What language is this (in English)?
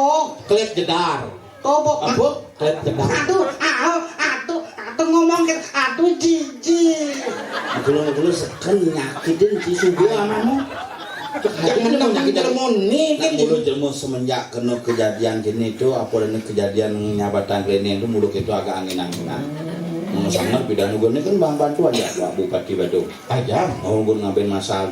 Balinese